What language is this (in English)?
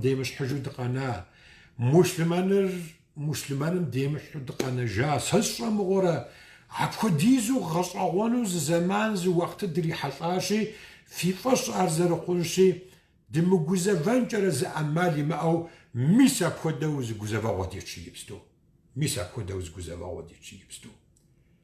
Kabardian